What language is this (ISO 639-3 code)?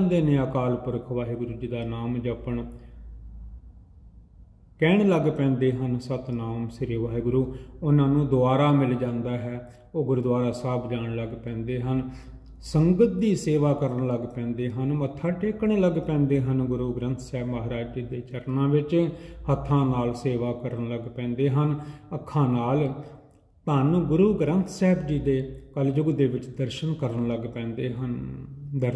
pan